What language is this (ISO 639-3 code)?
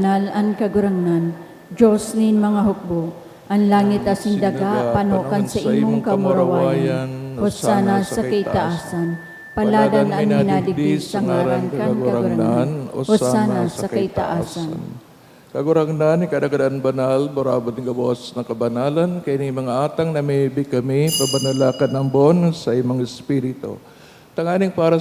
bik